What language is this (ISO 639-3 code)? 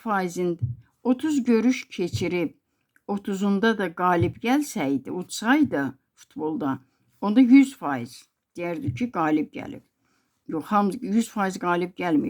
aze